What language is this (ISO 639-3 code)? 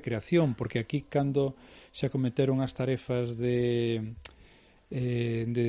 glg